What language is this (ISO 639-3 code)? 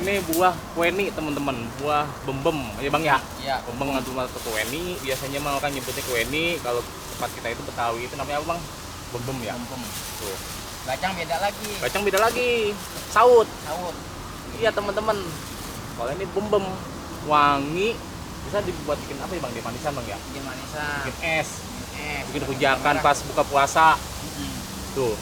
bew